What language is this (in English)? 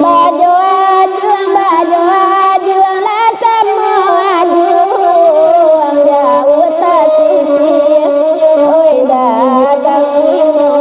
Minangkabau